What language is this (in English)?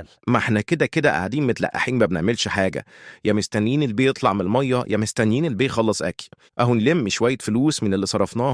Egyptian Arabic